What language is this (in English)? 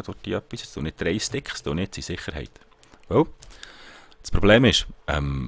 Swiss German